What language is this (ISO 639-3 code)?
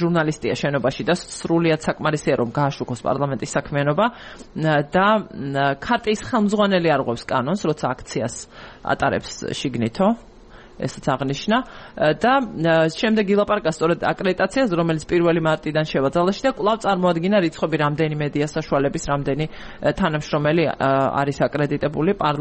kat